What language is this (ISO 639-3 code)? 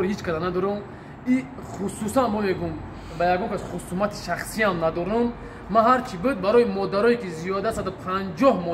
tgk